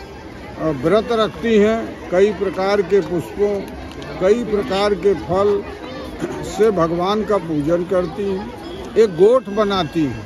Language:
Hindi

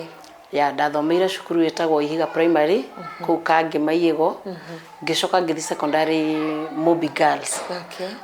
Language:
Kikuyu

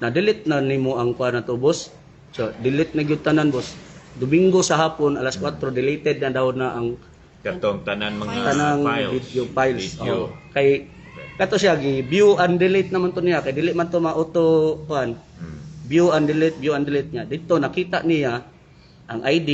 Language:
Cebuano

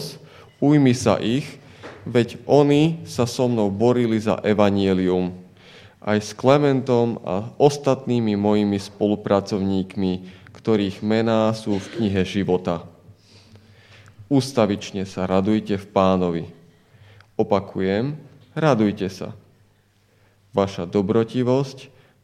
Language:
Slovak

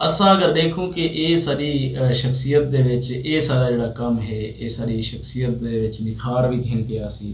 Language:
Saraiki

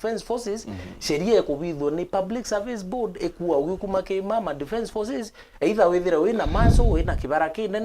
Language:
Meru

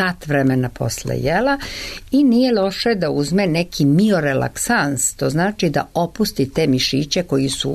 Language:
Serbian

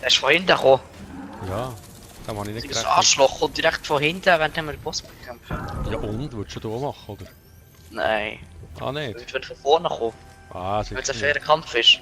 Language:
Swiss German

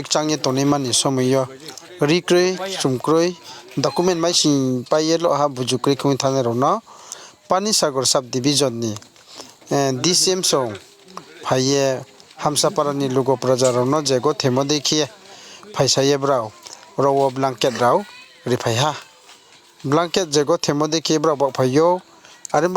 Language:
Riang (India)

